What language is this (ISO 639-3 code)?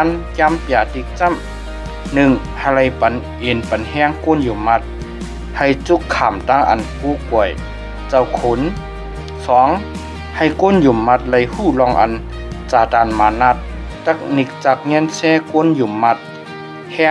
shn